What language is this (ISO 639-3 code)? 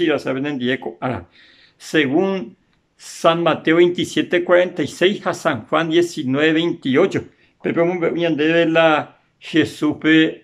grn